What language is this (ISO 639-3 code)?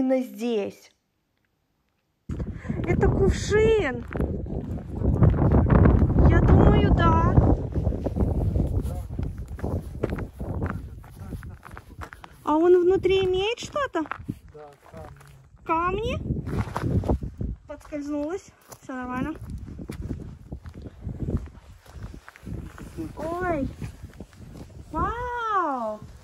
rus